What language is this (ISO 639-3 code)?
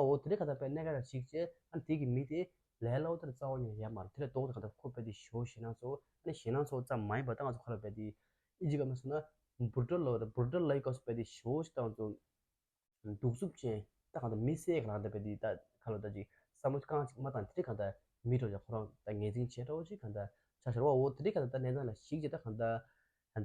bod